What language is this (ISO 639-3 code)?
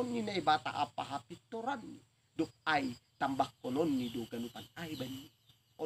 bts